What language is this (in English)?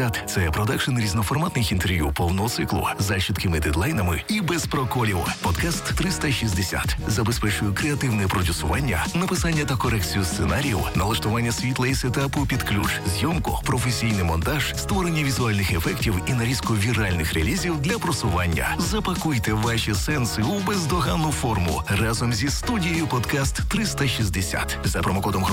Ukrainian